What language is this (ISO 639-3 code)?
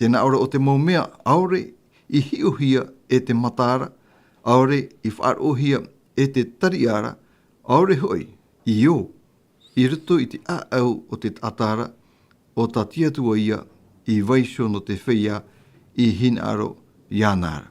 tah